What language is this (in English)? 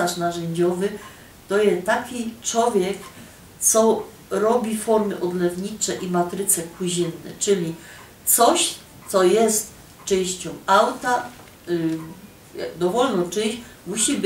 Silesian